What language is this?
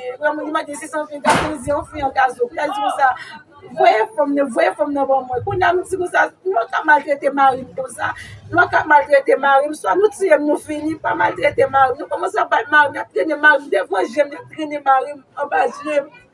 Haitian Creole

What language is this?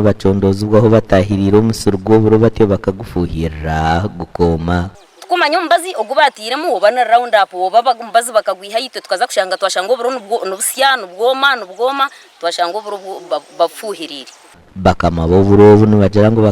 Nyankole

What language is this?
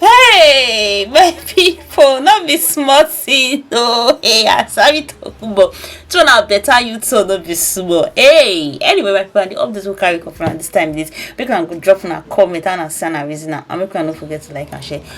Nigerian Pidgin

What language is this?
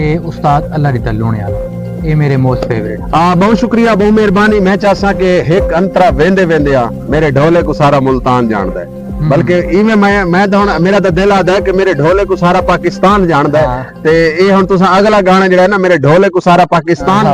Saraiki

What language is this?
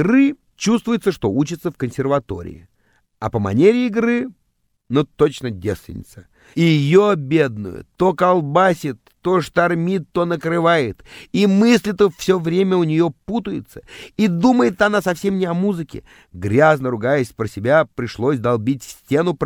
Russian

